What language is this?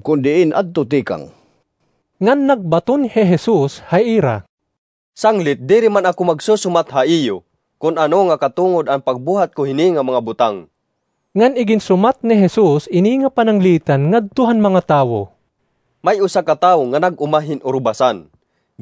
Waray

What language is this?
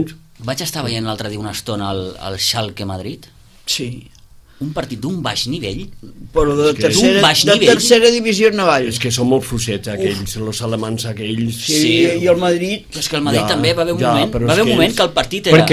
Catalan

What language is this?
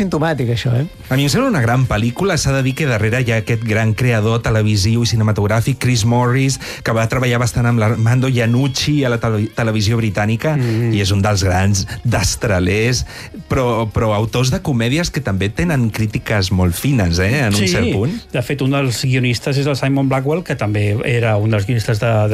Catalan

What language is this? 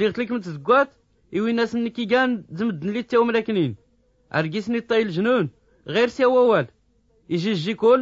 Tachelhit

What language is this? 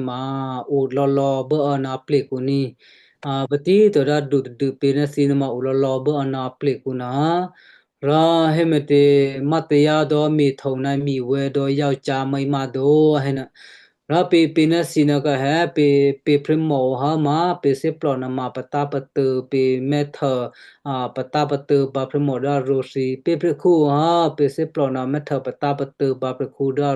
Western Kayah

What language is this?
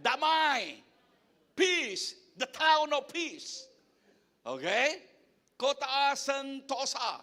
Iban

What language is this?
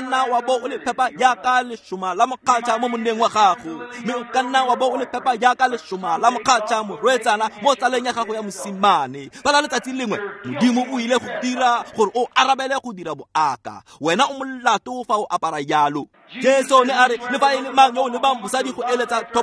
Tswana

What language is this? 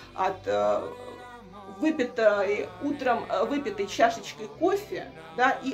Russian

